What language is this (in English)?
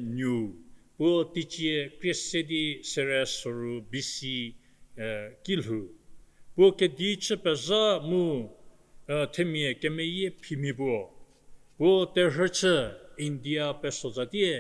Angami Naga